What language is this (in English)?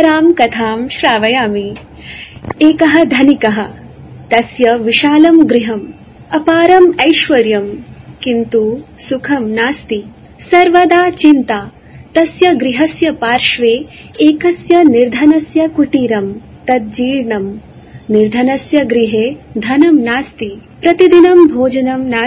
Sanskrit